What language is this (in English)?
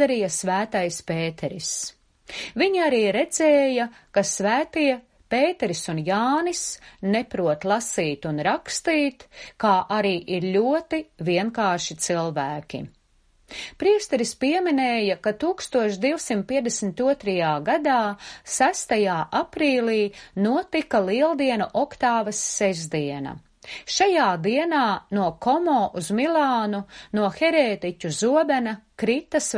Latvian